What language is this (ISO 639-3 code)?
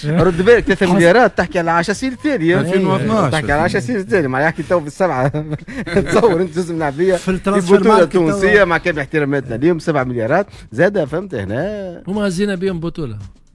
aeb